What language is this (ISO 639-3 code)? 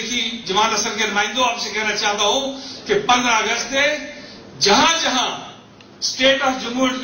urd